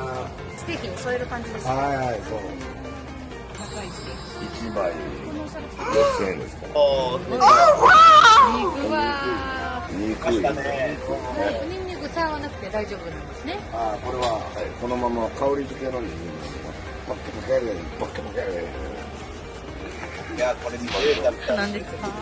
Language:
Japanese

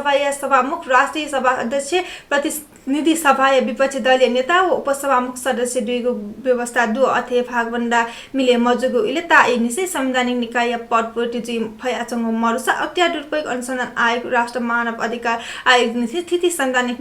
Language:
Newari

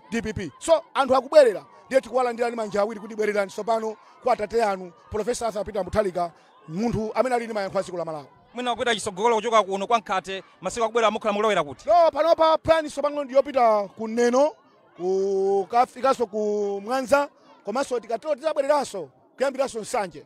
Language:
Nyanja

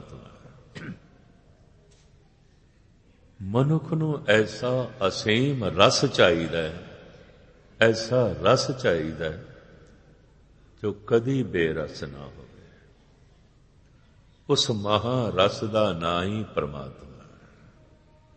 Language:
Punjabi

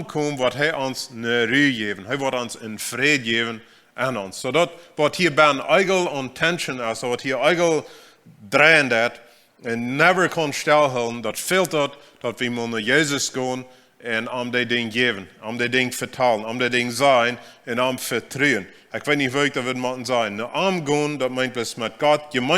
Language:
Plautdietsch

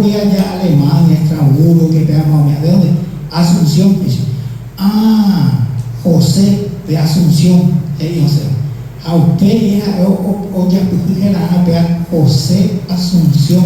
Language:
Guarani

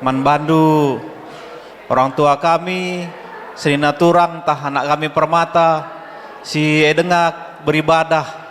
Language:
Batak Karo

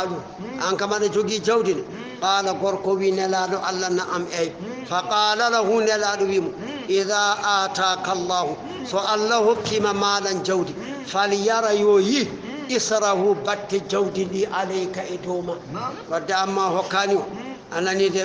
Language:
Fula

